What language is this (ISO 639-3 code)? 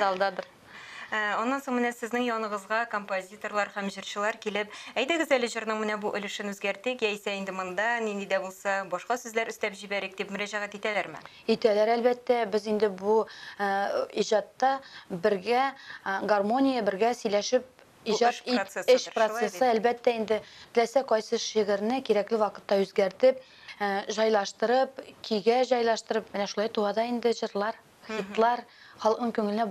tat